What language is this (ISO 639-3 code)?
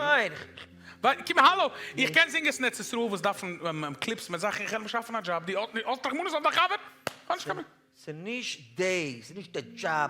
yid